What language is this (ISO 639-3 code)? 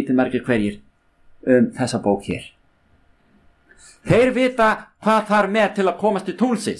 isl